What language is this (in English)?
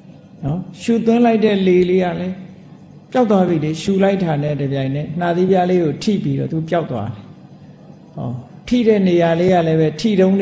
Burmese